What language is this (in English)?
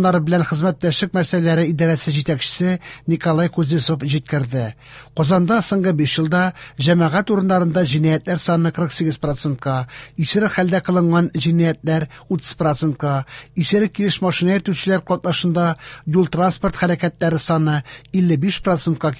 Tatar